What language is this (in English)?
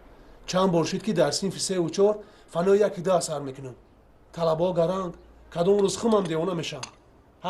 Tajik